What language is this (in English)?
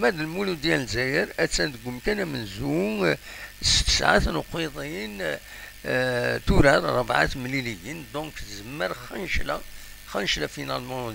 Kabyle